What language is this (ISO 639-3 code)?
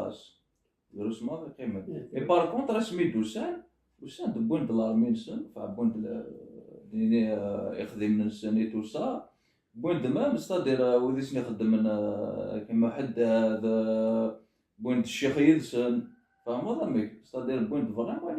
kab